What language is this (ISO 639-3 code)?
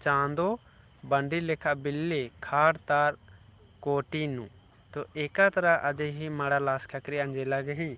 kru